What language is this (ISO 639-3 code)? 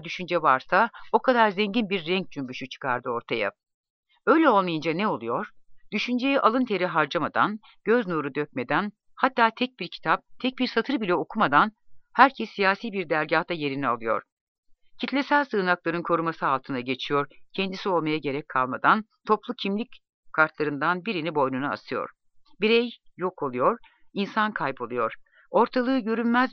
tur